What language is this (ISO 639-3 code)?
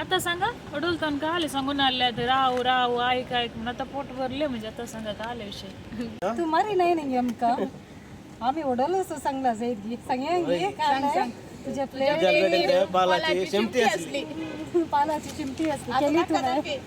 kok